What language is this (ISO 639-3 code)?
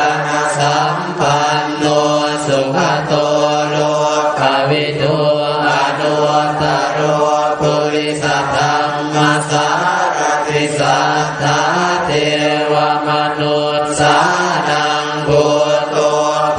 pli